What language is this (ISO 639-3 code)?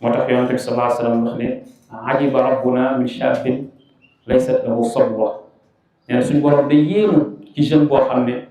wol